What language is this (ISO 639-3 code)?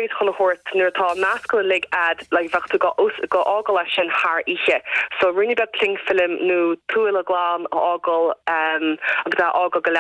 gle